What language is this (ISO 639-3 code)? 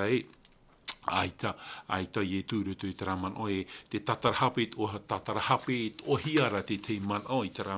tah